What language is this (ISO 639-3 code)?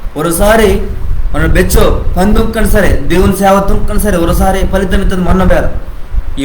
kff